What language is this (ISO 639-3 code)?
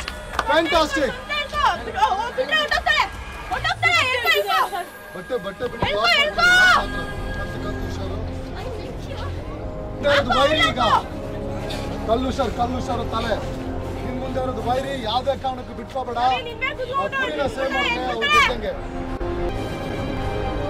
kan